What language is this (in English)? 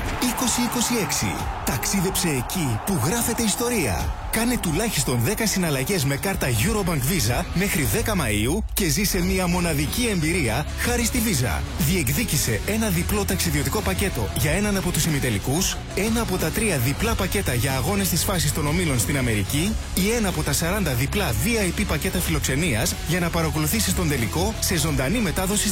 Greek